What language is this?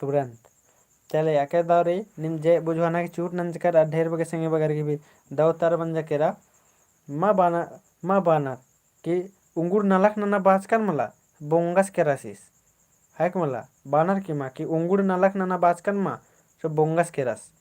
Kurukh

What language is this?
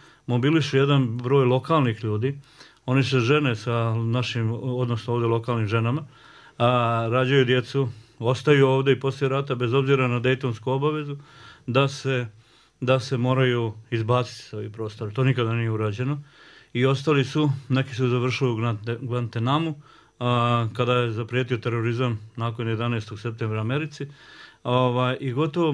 Bosnian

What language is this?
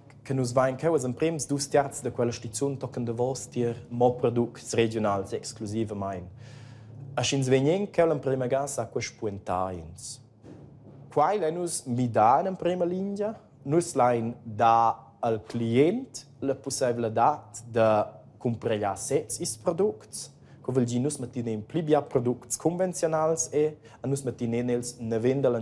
Romansh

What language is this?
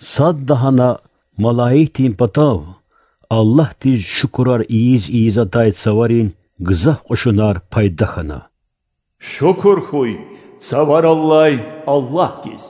Lezghian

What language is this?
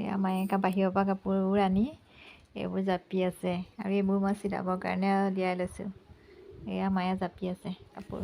Assamese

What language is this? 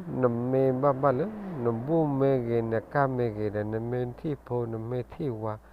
S'gaw Karen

